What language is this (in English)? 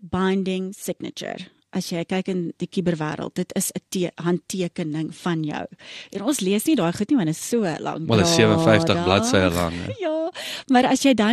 Afrikaans